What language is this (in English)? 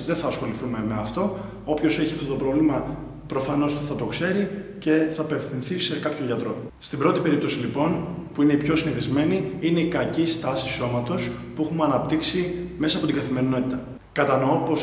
Greek